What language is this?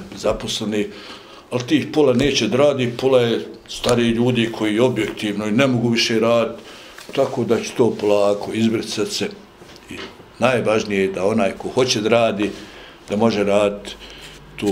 Bosnian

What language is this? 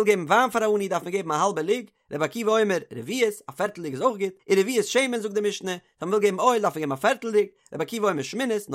Yiddish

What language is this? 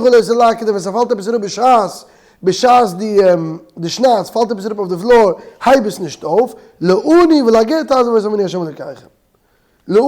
Yiddish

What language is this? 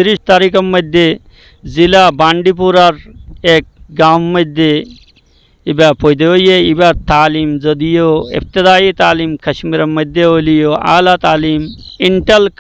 Rohingya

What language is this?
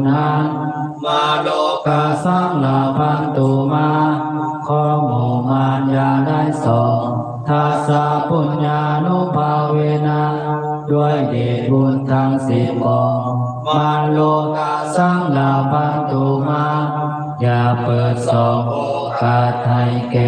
Pali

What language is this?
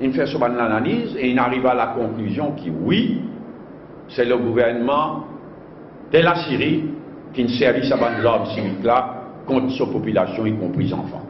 Morisyen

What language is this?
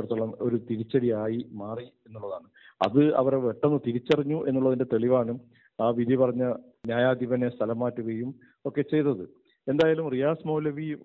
Malayalam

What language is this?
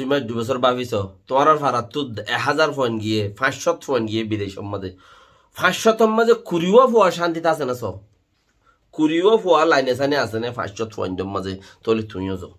Rohingya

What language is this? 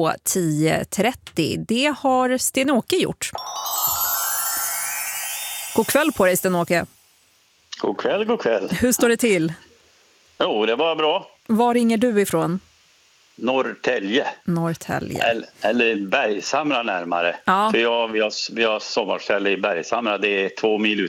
Swedish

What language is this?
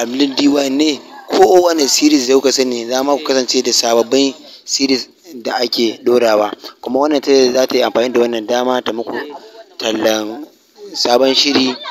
Hausa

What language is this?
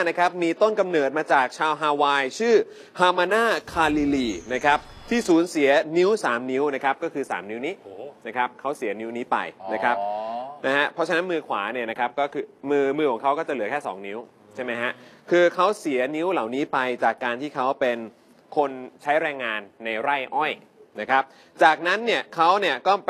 Thai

